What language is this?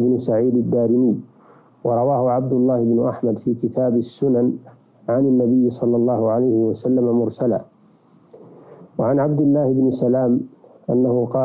Arabic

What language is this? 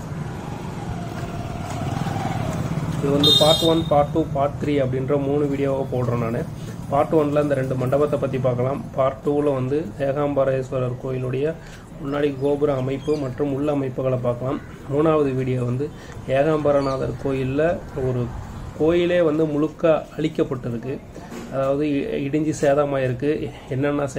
Tamil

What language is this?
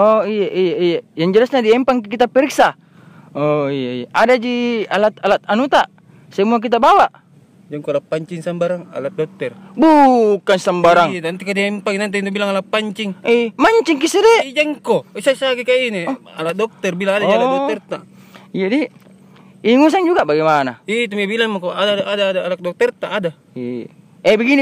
Makassar Malay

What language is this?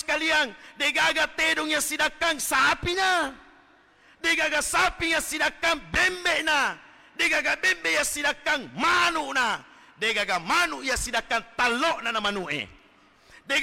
Buginese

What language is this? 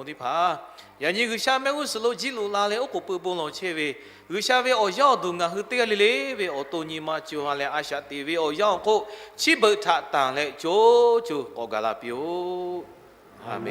Lahu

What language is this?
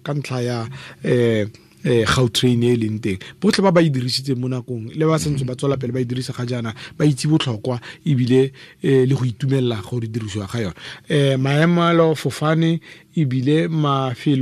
Tswana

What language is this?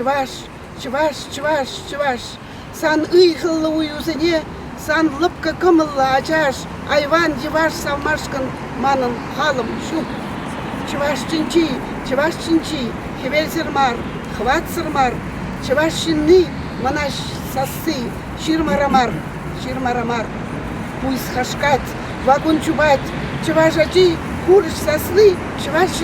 Chuvash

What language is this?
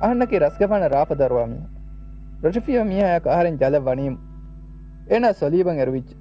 Divehi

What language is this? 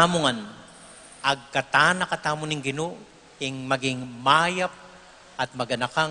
Pampanga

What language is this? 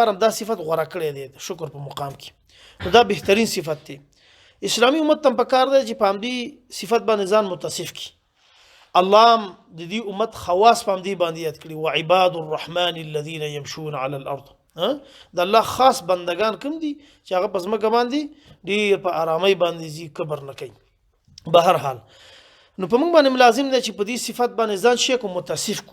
Pashto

